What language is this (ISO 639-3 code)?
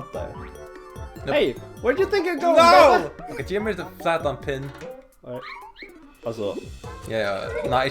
fao